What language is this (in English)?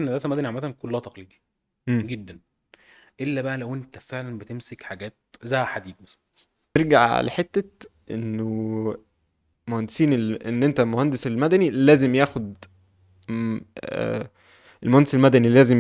Egyptian Arabic